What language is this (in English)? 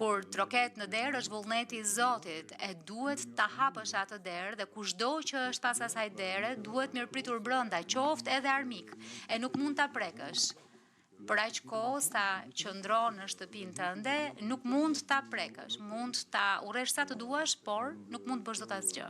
Albanian